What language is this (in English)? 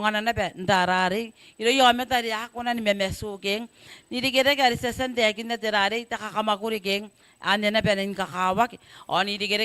Gilbertese